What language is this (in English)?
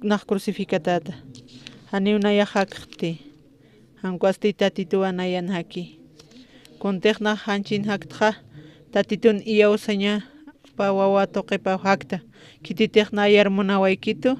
Aymara